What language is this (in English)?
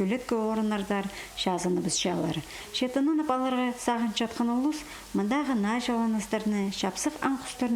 Khakas